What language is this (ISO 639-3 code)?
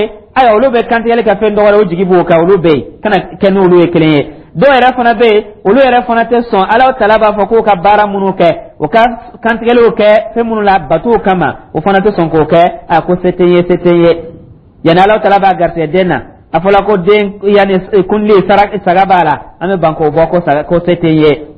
dyu